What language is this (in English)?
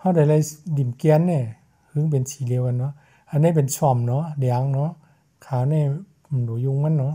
Shan